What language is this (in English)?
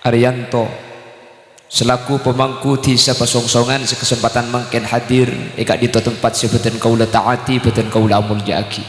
Madurese